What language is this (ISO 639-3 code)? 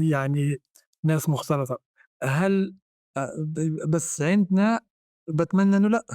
apc